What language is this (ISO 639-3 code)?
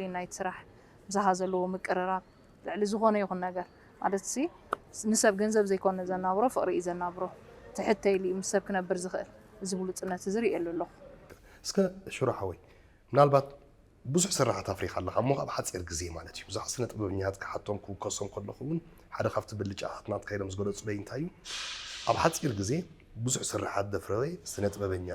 tir